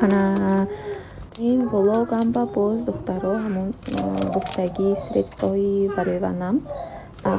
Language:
Tajik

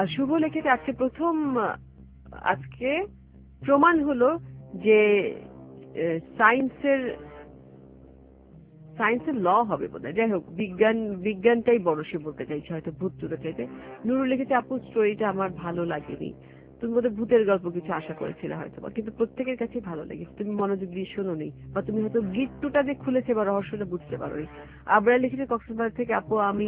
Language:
Bangla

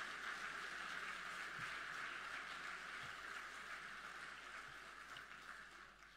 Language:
Polish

